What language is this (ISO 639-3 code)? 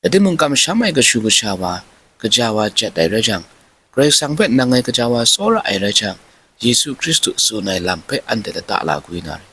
kac